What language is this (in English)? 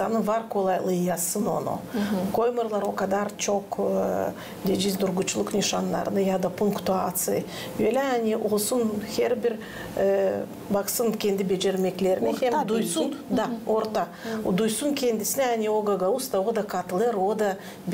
Gagauz